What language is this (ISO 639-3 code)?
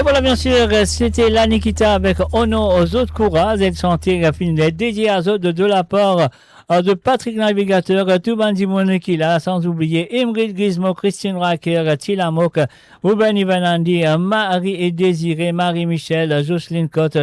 mfe